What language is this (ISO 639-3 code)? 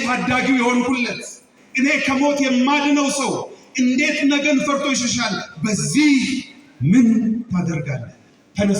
amh